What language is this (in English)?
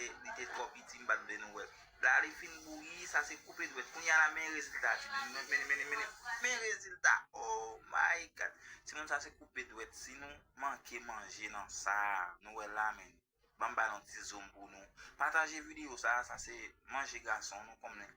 Haitian Creole